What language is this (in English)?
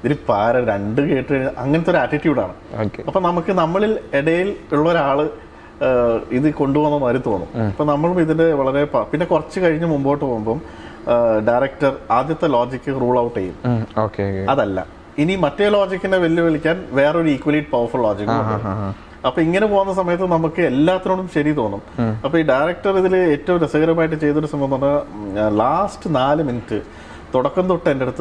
Malayalam